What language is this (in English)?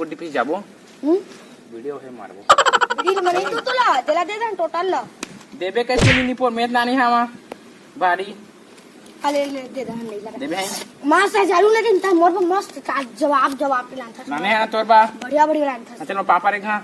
Chhattisgarhi